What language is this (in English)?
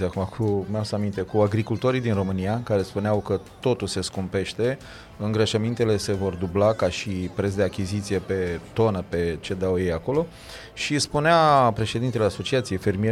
Romanian